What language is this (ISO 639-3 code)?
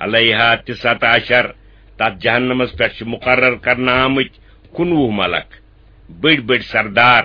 kas